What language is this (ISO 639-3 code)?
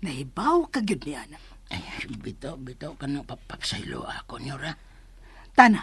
ceb